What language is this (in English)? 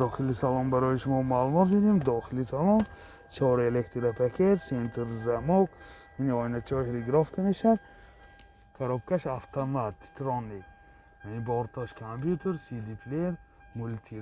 Tajik